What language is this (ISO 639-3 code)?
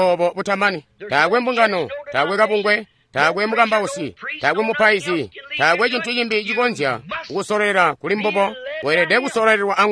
toi